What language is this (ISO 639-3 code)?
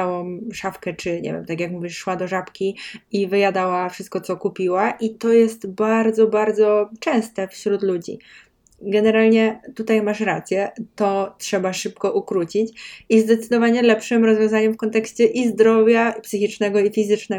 pol